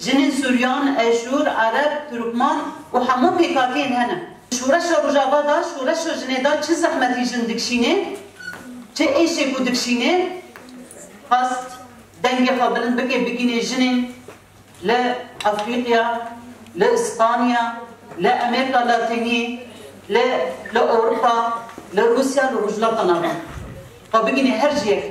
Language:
Kurdish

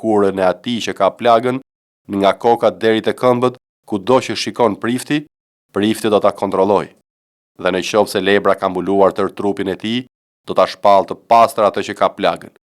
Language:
Albanian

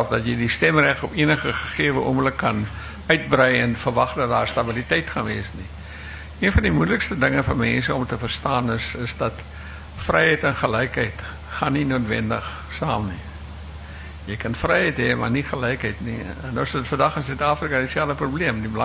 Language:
Afrikaans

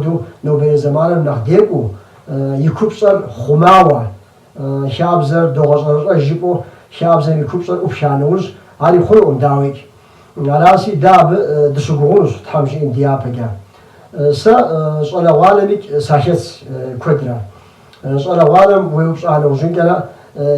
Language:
Kabardian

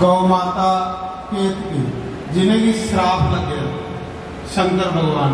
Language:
Dogri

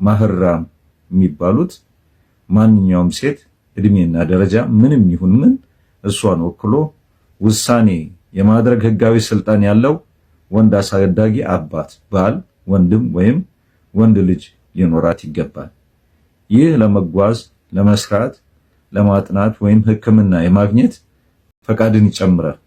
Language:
Amharic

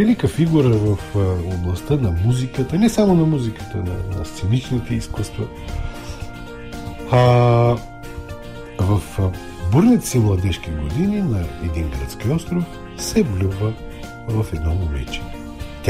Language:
Bulgarian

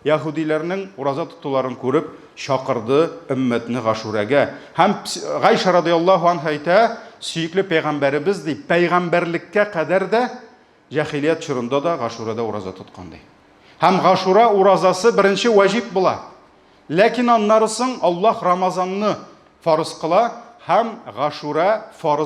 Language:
Tatar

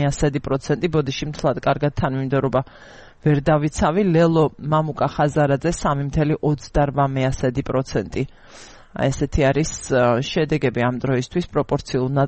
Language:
Georgian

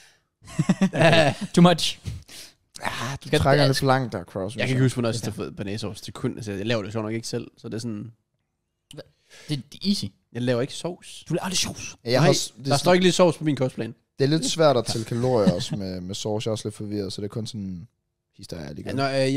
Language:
Danish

